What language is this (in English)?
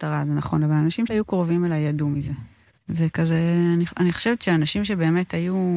Hebrew